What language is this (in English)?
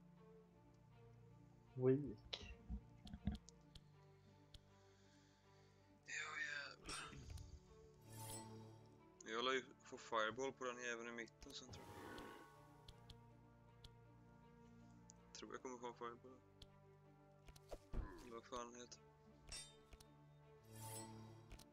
Swedish